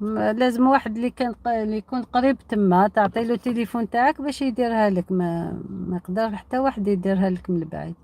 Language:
Algerian Arabic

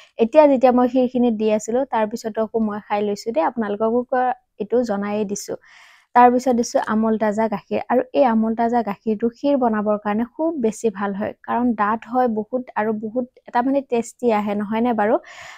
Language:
Assamese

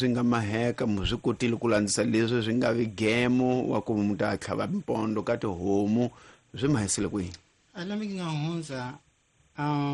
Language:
Tsonga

